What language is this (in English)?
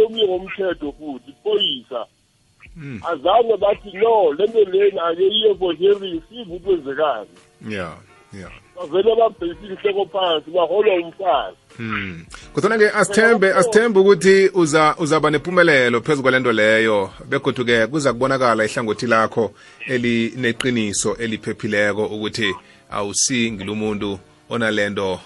South Ndebele